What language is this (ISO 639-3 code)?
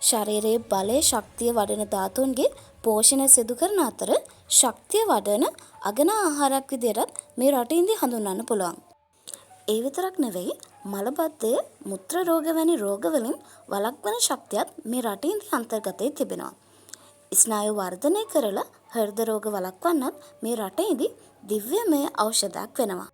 sin